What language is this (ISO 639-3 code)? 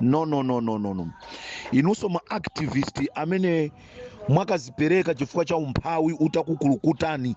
nya